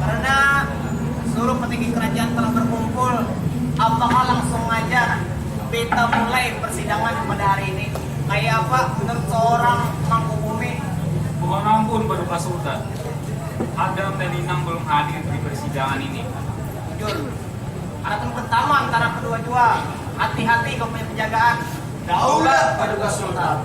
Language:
Banjar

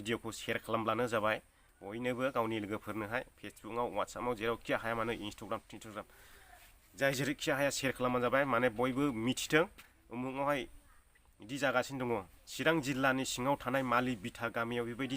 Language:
Bodo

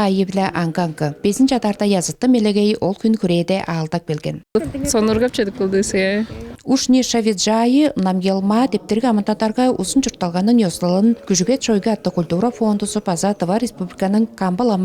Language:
Tuvinian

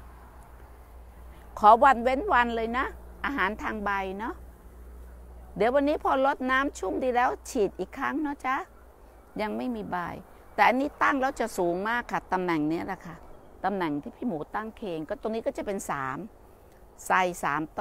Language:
Thai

